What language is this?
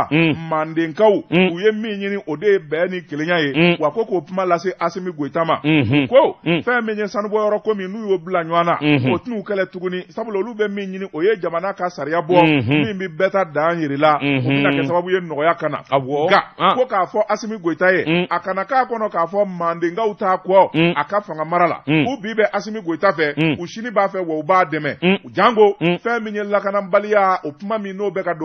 Bambara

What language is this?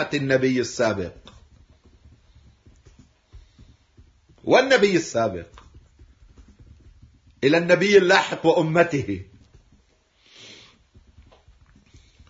Arabic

